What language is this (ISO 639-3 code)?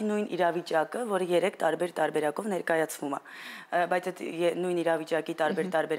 hye